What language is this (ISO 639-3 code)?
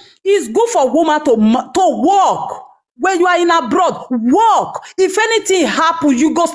pcm